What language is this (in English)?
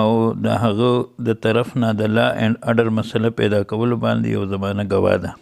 Pashto